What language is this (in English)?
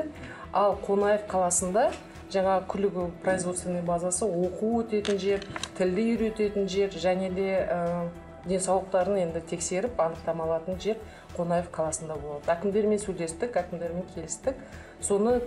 Kazakh